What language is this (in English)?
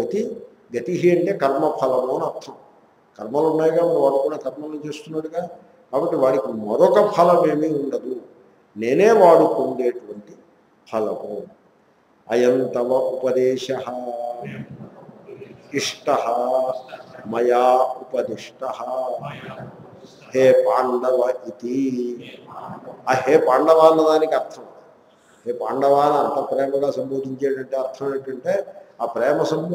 Telugu